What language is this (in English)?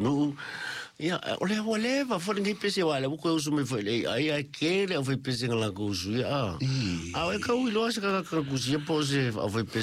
Samoan